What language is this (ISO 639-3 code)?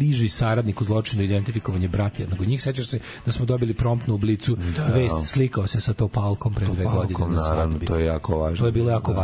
srp